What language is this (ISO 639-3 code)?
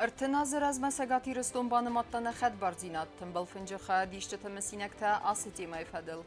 oss